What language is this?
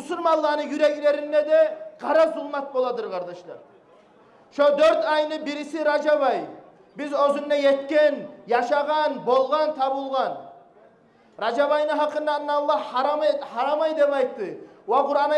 Kumyk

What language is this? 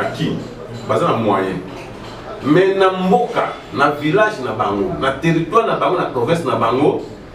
Lingala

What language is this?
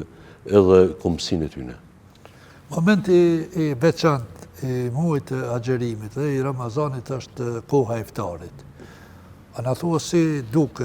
Albanian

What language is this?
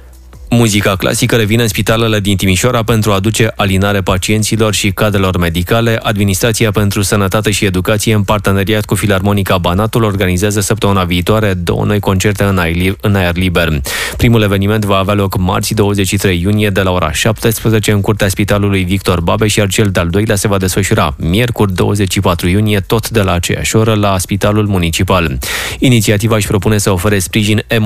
Romanian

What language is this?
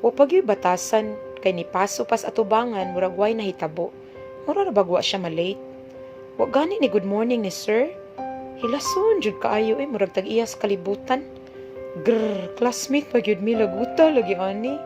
Cebuano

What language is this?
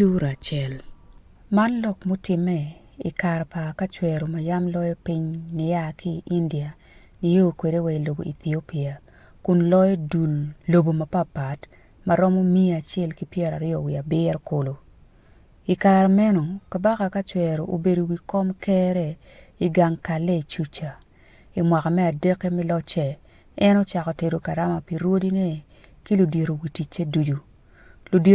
Acoli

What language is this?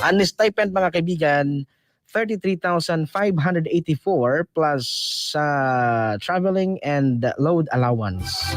Bikol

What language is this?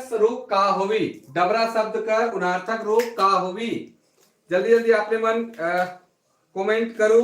Sadri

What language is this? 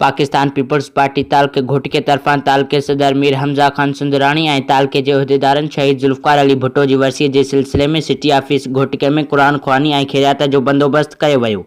Sindhi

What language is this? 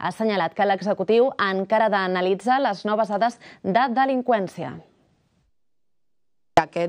Catalan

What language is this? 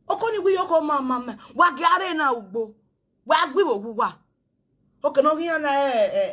Nigerian Pidgin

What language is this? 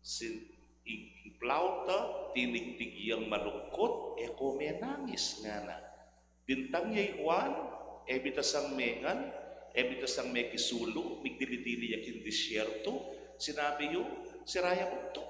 Pampanga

